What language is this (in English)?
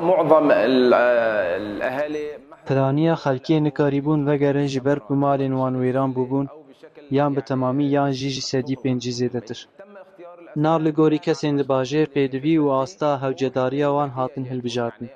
Kurdish